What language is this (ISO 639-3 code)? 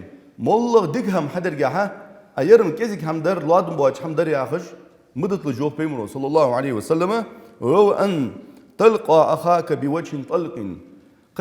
inh